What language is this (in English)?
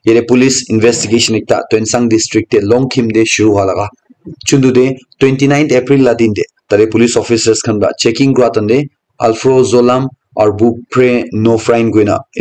Naga Pidgin